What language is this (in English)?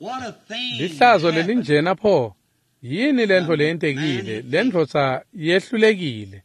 Swati